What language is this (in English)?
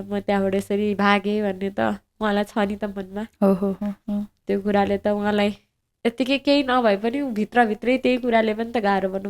Nepali